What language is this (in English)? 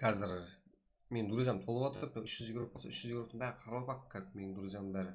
Kara-Kalpak